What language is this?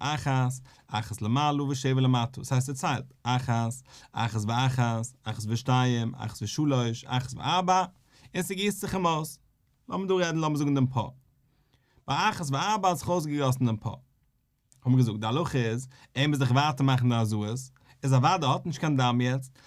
Yiddish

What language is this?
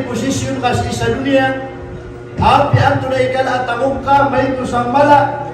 Maranao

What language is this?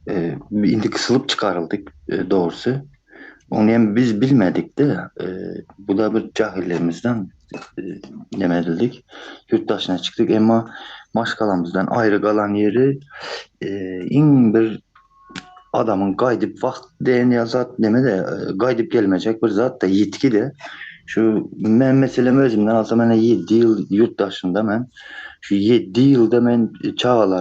Turkmen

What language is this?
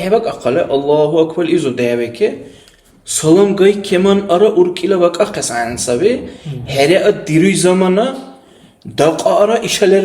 Dargwa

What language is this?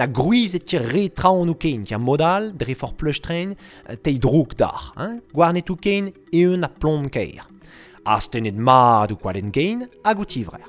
Breton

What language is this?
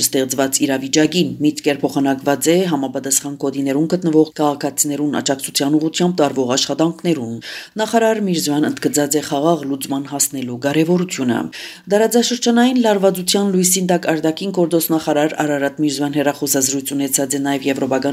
Armenian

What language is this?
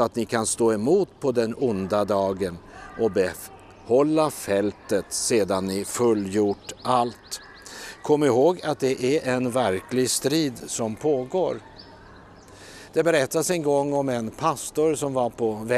Swedish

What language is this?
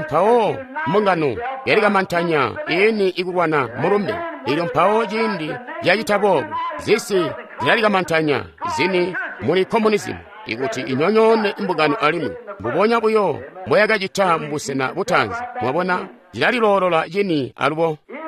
Tonga (Zambia)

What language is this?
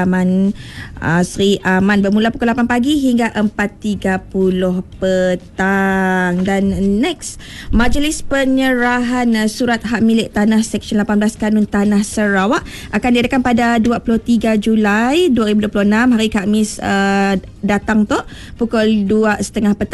Malay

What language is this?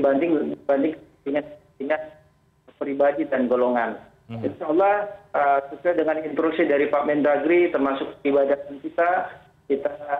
Indonesian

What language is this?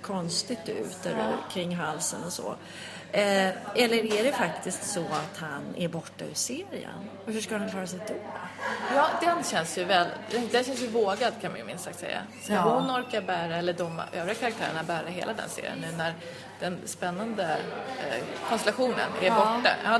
Swedish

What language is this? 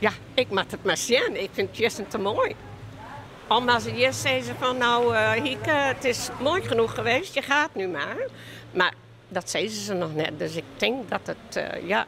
Western Frisian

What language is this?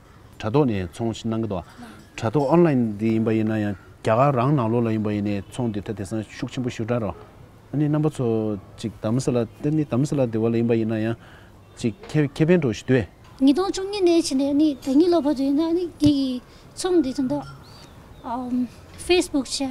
Tibetan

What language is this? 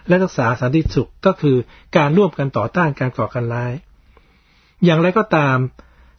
Thai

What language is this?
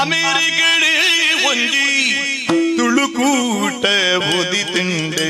Tulu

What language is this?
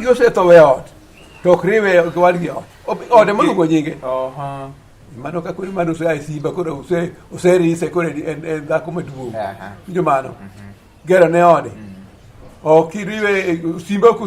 Luo (Kenya and Tanzania)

